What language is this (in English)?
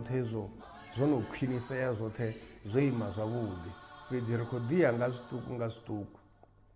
Venda